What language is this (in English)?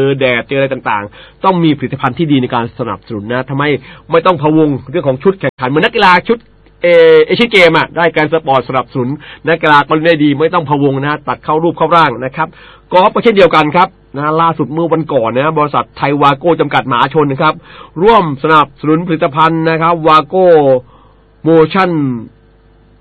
Thai